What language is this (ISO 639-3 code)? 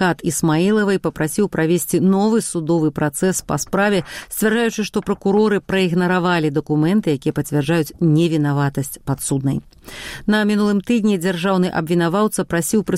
bel